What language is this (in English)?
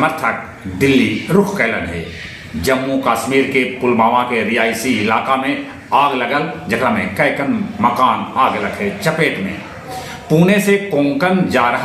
Magahi